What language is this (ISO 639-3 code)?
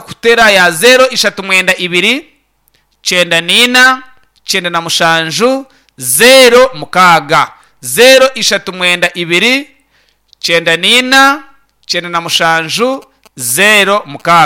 nyn